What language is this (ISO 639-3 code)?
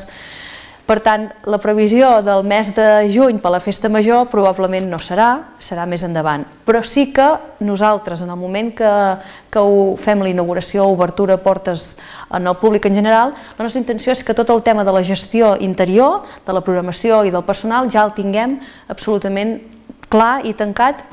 cat